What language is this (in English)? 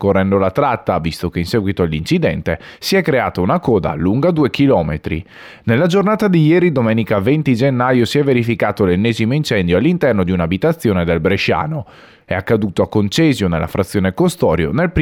Italian